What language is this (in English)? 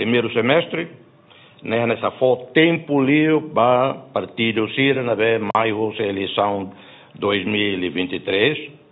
Tetum